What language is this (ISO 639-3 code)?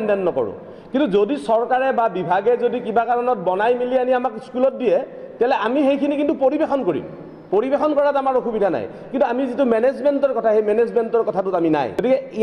asm